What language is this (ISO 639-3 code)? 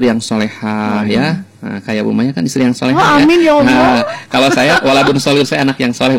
ind